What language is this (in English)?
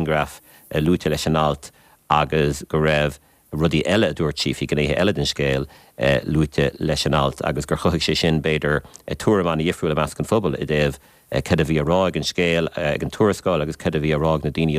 Irish